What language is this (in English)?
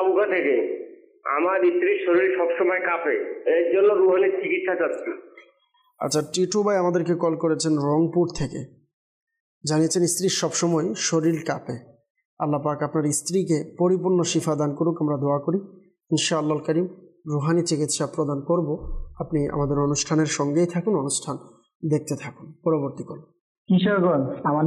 Bangla